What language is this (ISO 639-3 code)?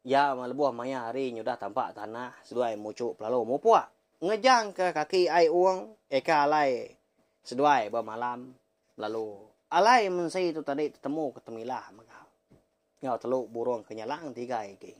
iba